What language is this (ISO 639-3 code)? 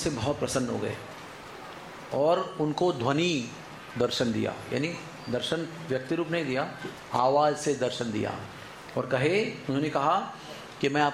hin